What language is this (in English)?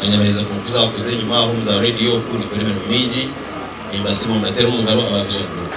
Nyankole